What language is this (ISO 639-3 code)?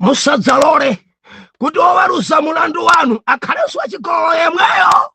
nya